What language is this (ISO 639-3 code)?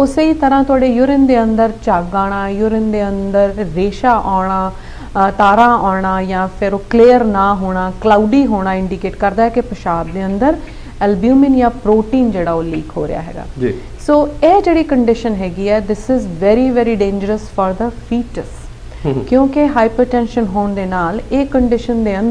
pan